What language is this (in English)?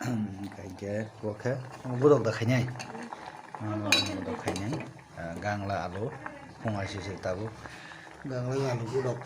Kok Borok